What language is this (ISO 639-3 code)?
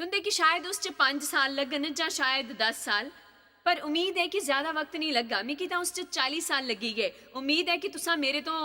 doi